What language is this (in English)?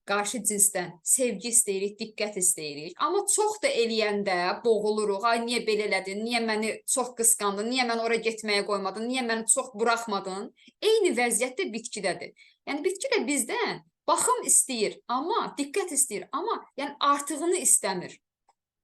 Azerbaijani